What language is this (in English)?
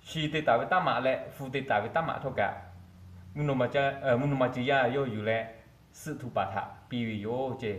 Lahu